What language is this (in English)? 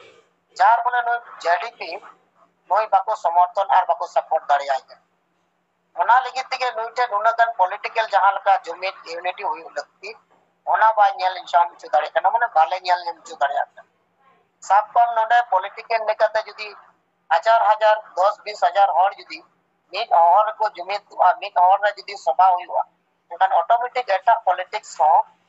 Santali